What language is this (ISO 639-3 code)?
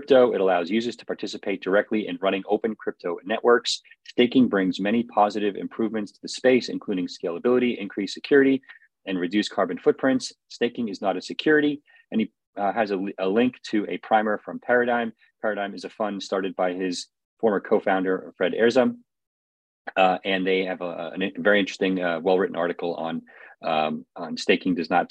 eng